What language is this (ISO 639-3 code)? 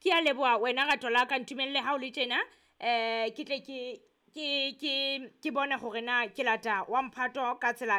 sot